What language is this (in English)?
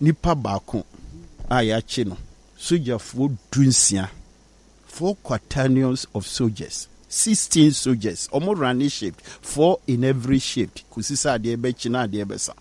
Akan